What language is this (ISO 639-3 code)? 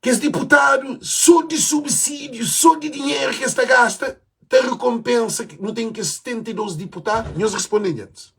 kea